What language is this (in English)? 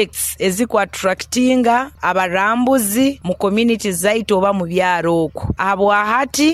Nyoro